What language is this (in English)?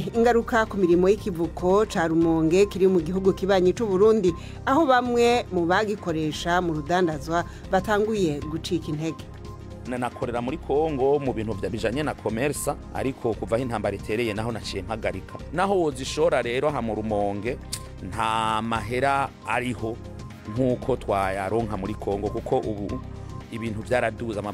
Rundi